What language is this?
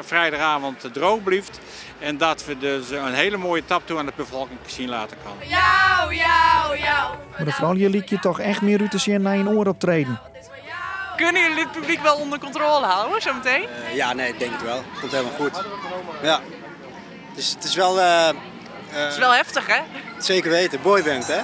Western Frisian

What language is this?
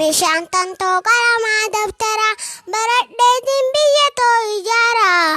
Oromo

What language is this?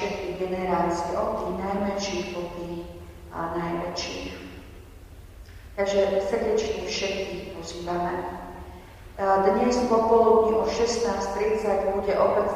Slovak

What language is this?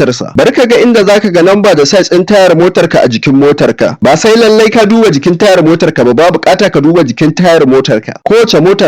Hausa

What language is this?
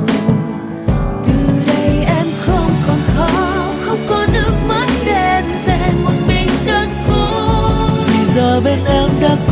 Vietnamese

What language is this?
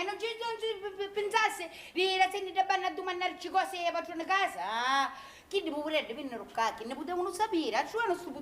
Sicilian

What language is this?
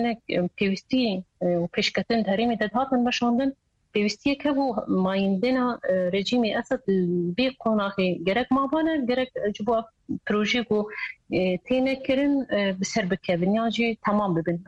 Kurdish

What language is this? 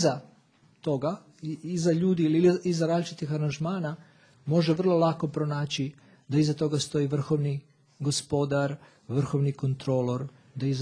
Serbian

